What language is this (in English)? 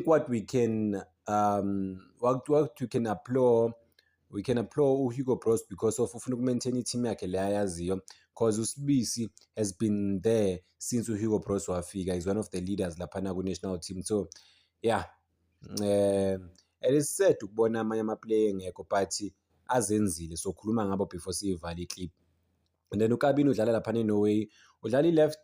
Zulu